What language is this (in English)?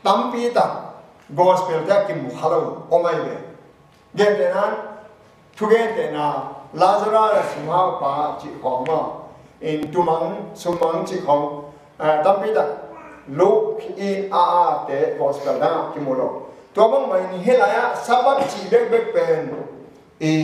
Tedim Chin